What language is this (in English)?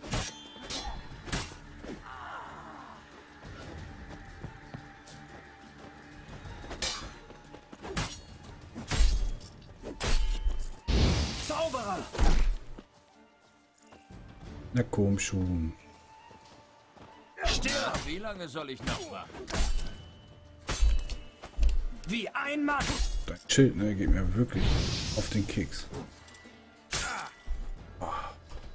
German